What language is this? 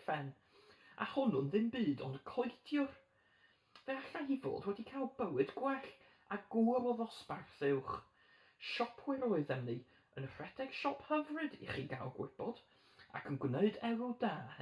Welsh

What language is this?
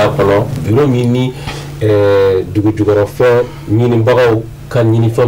Bambara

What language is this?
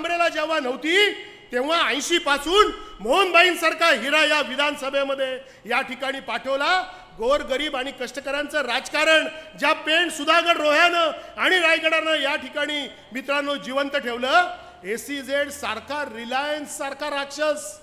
Marathi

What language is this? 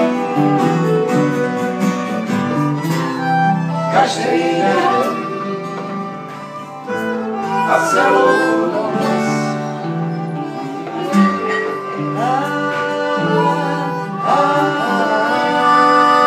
Czech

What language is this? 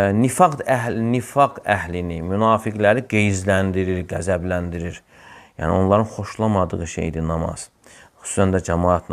Azerbaijani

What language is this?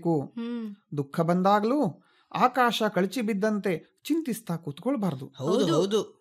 Kannada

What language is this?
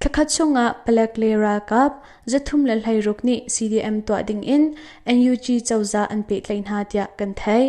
Hakha Chin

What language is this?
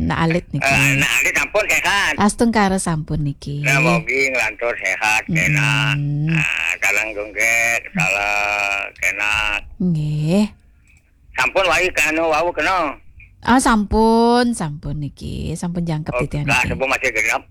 Balinese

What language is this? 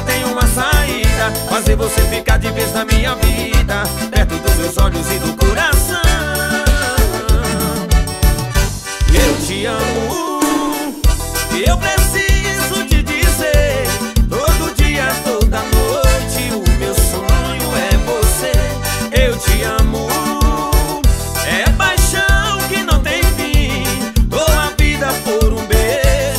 Portuguese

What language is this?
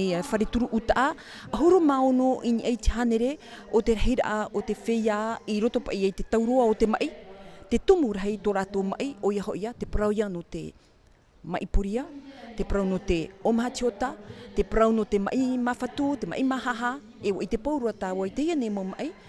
Tahitian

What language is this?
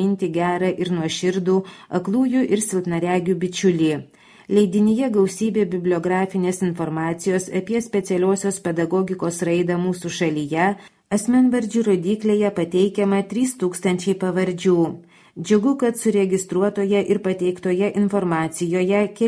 Lithuanian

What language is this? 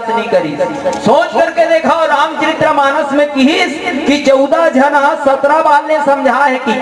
Chhattisgarhi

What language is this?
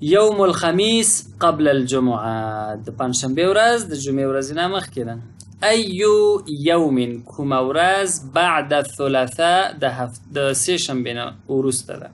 Pashto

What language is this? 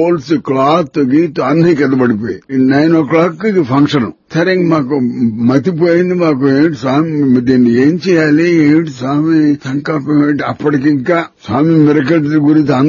Telugu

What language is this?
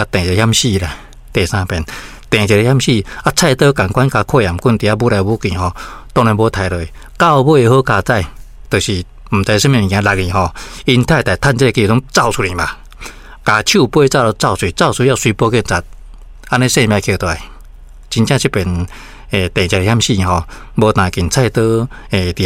Min Nan Chinese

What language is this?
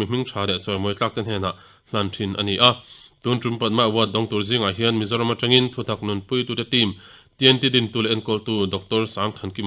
Mizo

